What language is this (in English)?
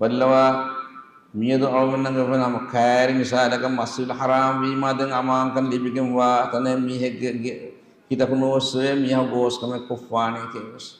Divehi